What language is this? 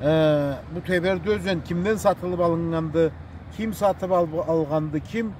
Karachay-Balkar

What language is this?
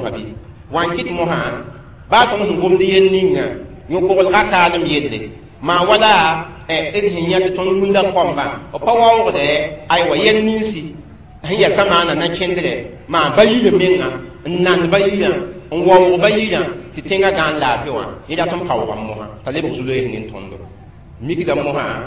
Mossi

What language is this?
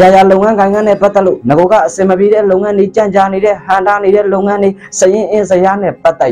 Burmese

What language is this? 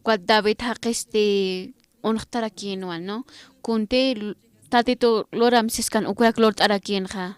Aymara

